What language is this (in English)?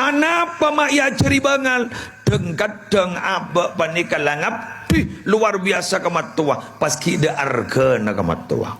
Madurese